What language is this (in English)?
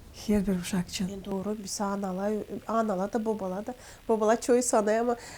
Gagauz